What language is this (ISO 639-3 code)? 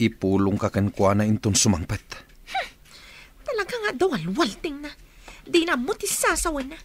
ilo